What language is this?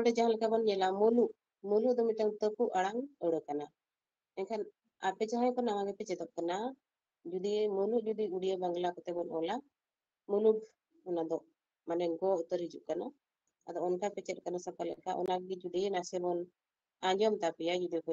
Santali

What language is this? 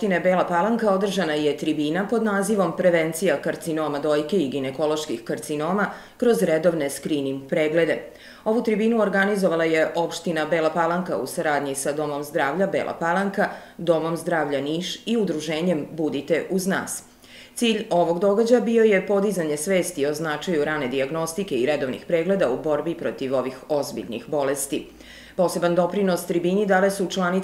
Serbian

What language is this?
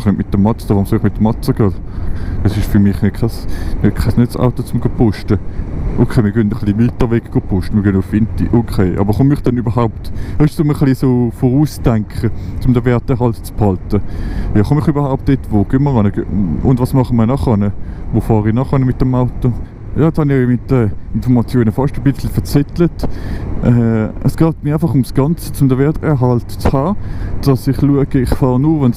Swiss German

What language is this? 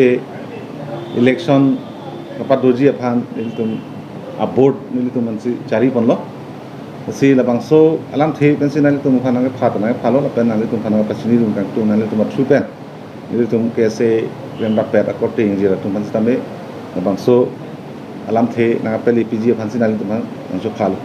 Karbi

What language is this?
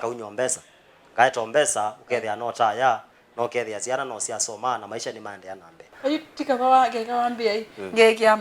Kamba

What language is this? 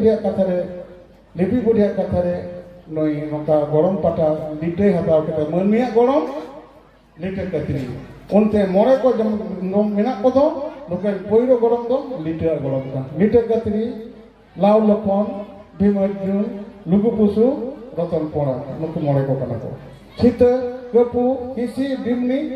Santali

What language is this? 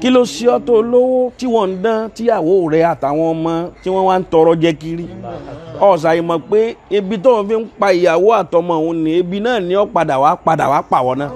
Yoruba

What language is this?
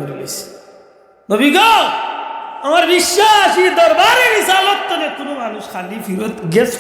Sylheti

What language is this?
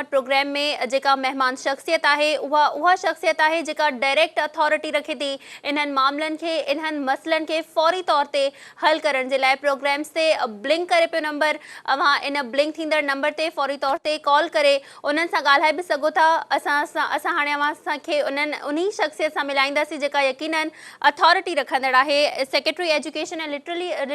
Sindhi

